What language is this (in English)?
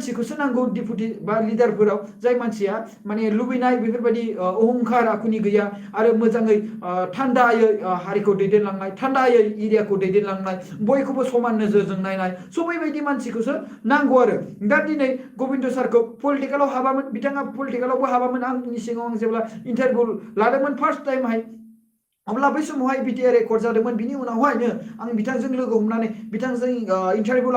Bodo